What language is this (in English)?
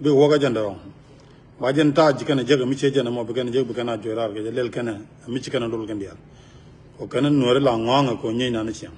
Nuer